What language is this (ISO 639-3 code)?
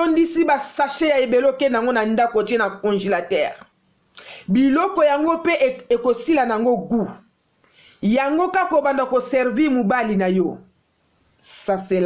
lin